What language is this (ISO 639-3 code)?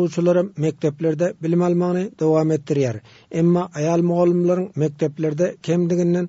tuk